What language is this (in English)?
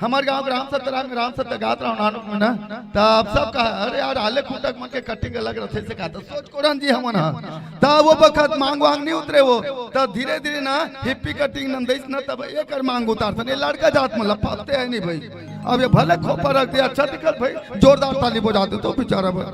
Chhattisgarhi